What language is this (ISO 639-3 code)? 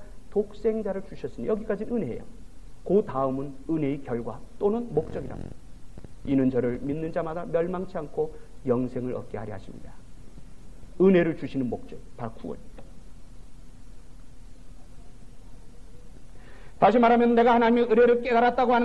kor